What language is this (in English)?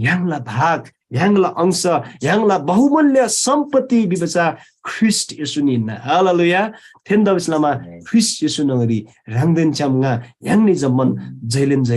Eastern Tamang